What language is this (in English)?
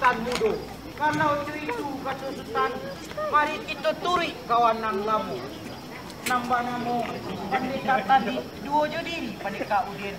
Minangkabau